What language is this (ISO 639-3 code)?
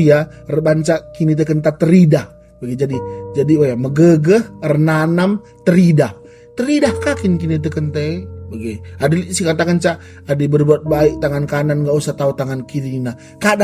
btx